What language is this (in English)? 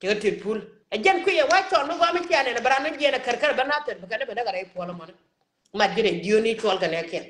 Nuer